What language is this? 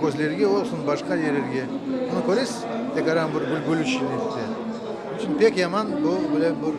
Crimean Tatar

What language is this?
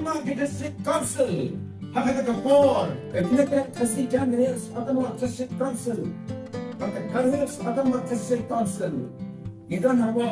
Khasi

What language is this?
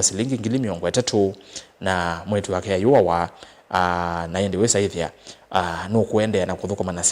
Kamba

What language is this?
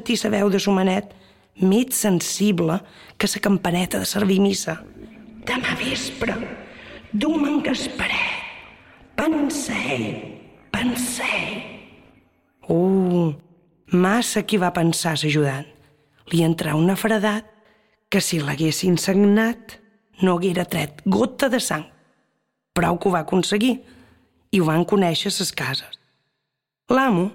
Catalan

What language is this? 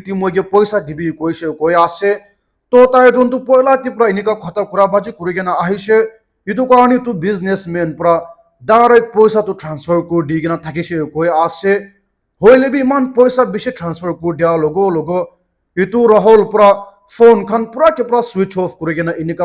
Naga Pidgin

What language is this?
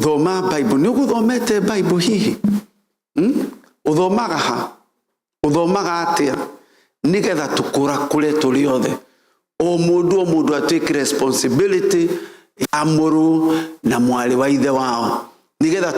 Kikuyu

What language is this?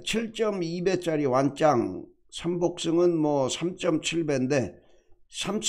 Korean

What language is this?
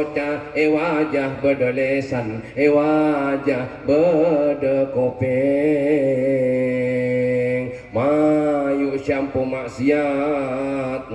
Madurese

